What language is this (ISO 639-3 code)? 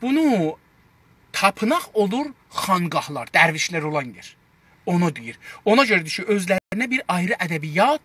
azb